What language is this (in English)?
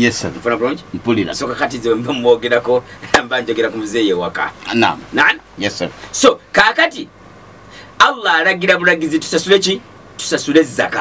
Ganda